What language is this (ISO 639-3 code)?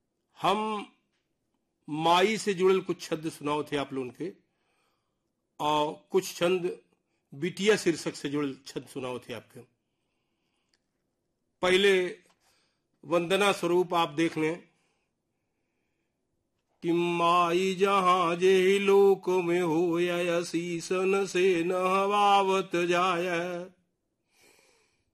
bho